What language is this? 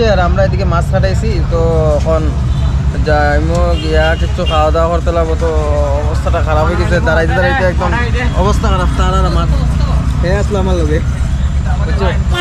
Sylheti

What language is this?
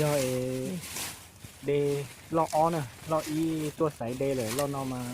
Hmong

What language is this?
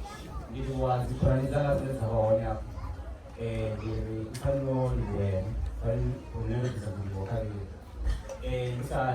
Venda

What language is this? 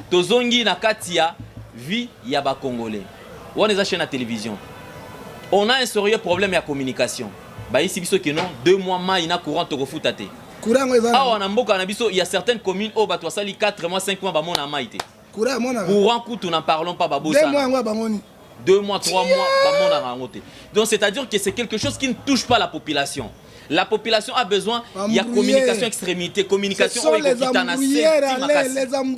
Lingala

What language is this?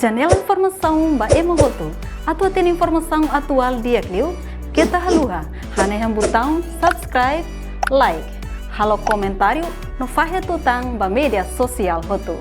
Tetum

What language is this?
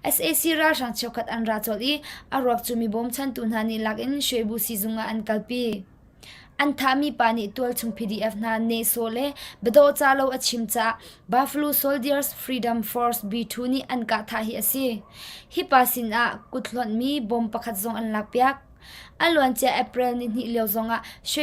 Hakha Chin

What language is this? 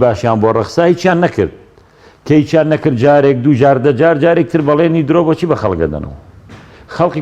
Central Kurdish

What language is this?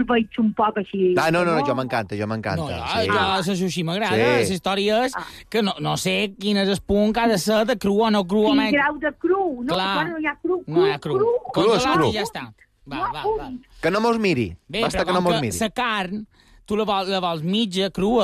Catalan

